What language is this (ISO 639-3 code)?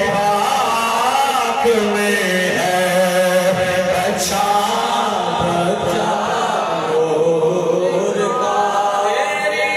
skr